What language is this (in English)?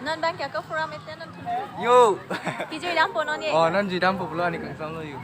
Karbi